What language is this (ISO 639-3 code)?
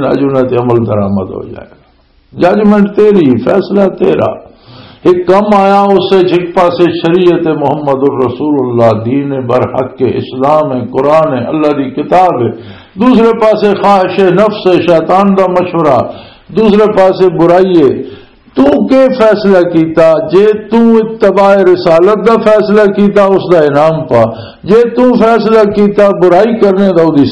lah